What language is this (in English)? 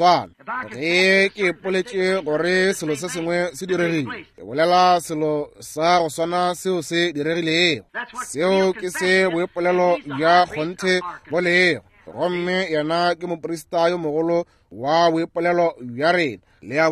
Northern Sotho